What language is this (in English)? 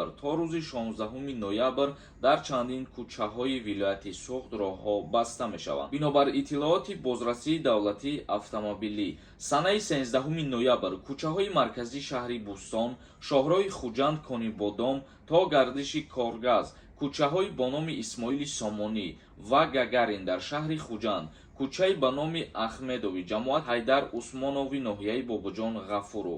Tajik